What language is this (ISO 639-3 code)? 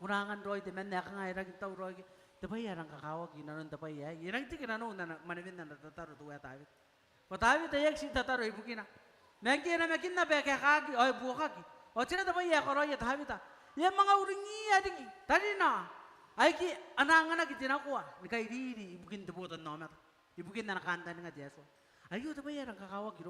gil